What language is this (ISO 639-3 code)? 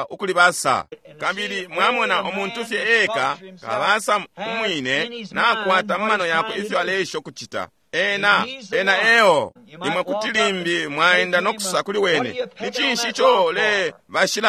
bem